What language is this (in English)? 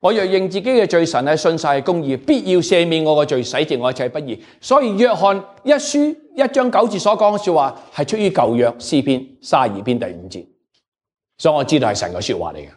Cantonese